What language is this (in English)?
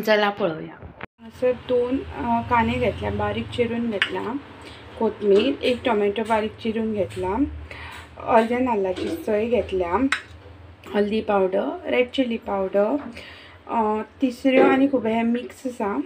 Konkani